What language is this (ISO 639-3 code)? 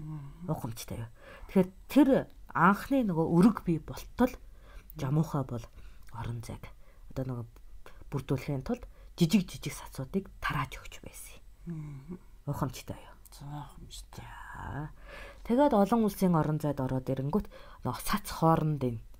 mon